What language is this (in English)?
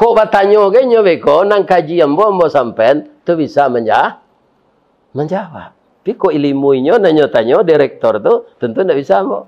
Minangkabau